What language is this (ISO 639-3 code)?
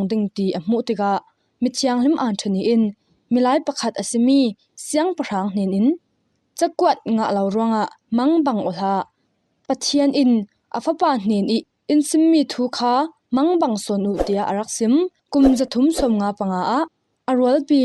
cfm